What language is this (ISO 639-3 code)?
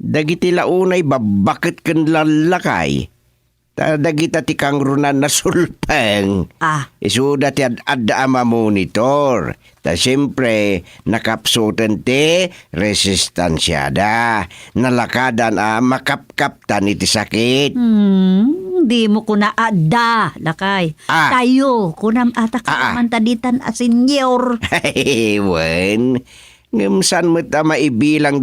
ilo